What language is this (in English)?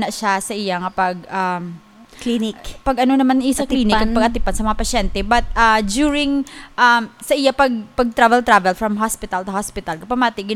Hiligaynon